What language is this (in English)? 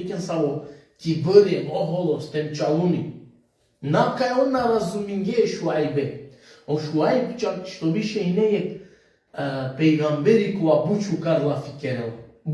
Balkan Romani